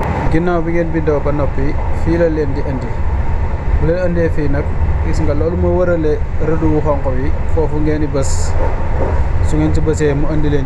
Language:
Wolof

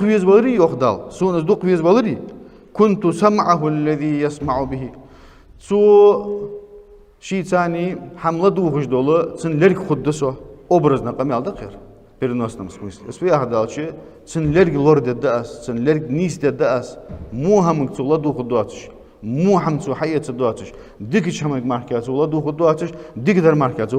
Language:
Ingush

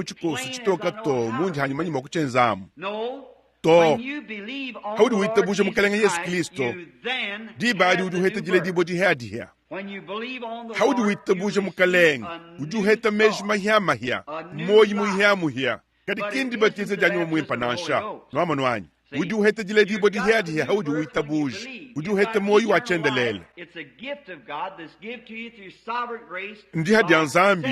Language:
Luba-Lulua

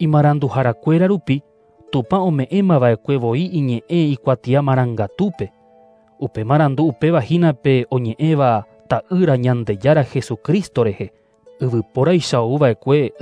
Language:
Guarani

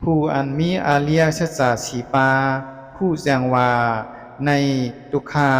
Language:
Shan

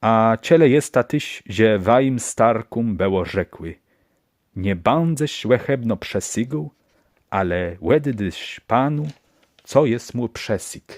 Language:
Kashubian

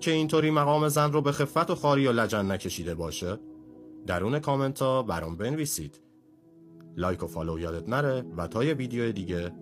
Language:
Persian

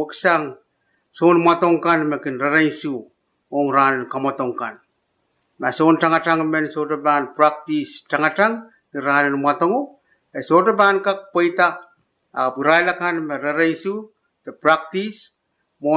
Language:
Pohnpeian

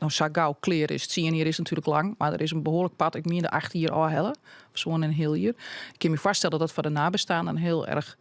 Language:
Western Frisian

